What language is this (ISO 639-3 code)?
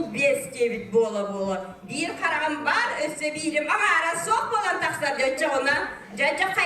sah